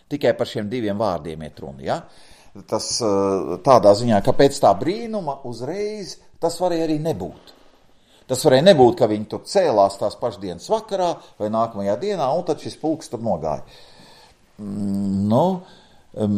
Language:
Latvian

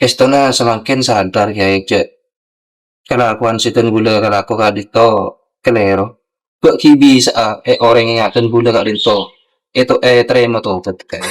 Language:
Madurese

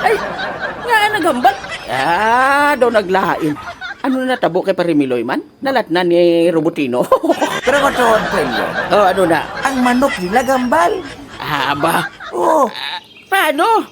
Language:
Hiligaynon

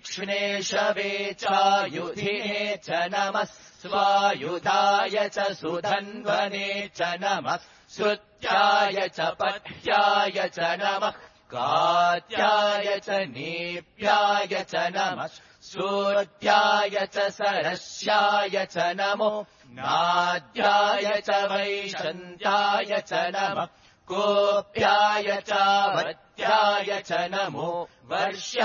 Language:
Sanskrit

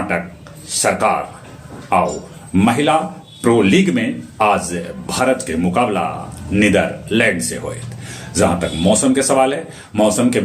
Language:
Magahi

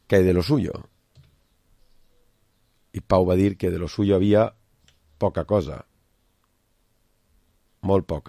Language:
Catalan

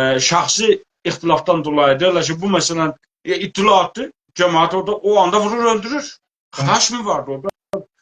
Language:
South Azerbaijani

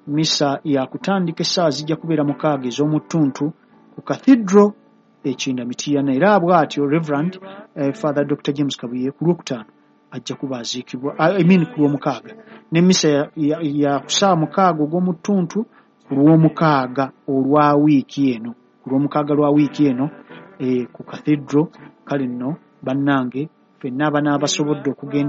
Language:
Ganda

